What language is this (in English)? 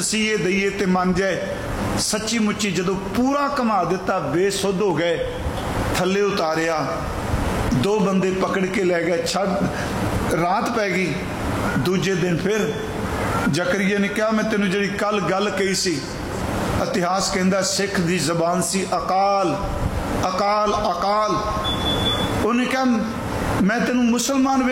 Punjabi